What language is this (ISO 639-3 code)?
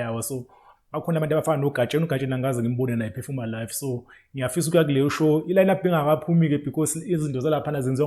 zul